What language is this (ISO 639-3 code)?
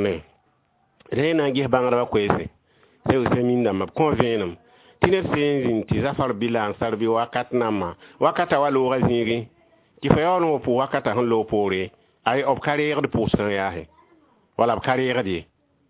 mos